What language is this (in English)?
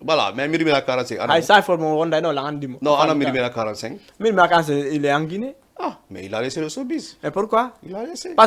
Fula